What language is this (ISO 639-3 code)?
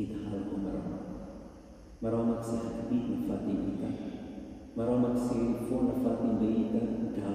tet